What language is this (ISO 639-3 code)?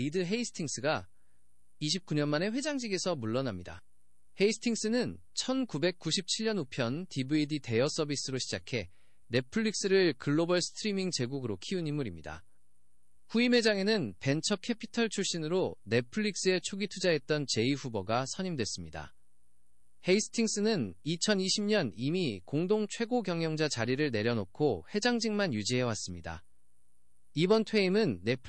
kor